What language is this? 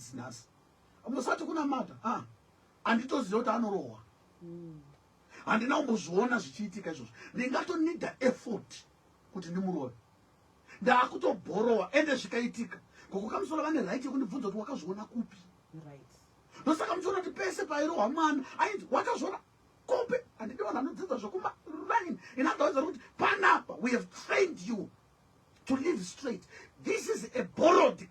Shona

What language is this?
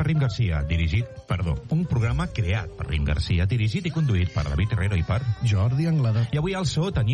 Catalan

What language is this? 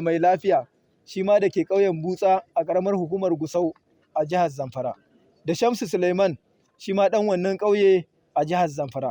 Hausa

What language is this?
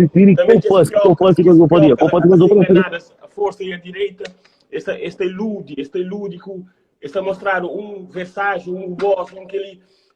Kabuverdianu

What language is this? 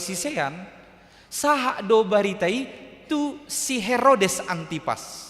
Batak Toba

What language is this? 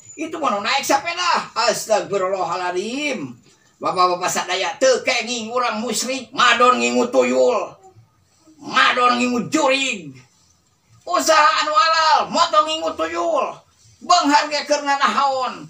Sundanese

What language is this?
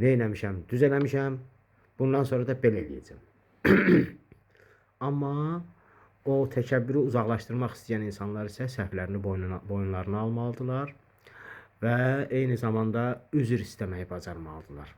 Azerbaijani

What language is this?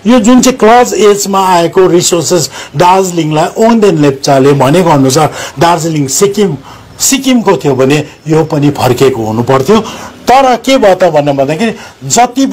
Nepali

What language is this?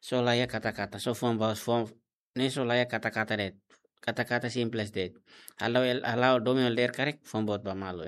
Tetum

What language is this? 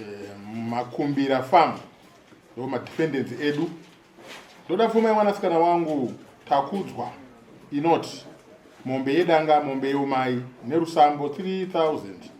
Shona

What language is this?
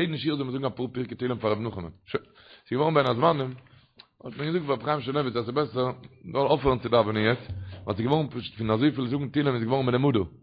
Yiddish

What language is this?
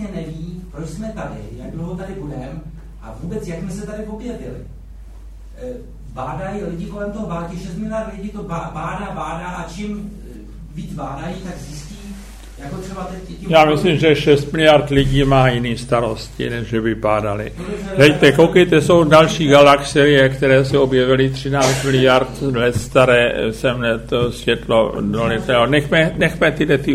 Czech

